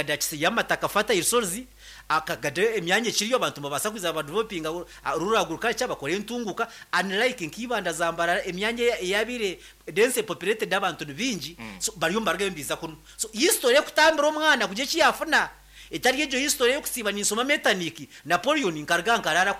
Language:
Nyankole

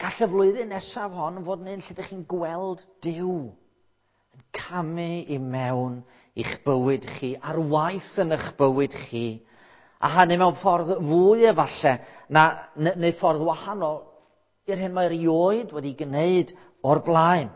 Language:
Welsh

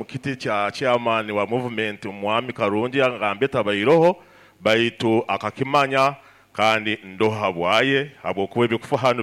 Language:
Nyoro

